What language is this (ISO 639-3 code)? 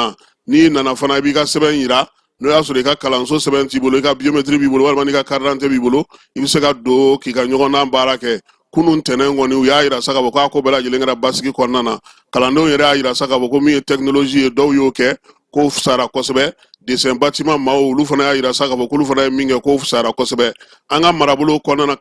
bam